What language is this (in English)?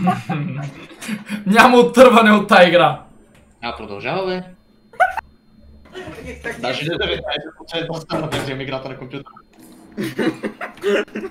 Bulgarian